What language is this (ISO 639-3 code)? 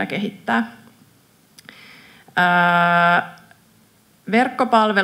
fin